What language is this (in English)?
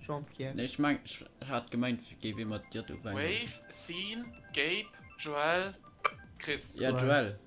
Luxembourgish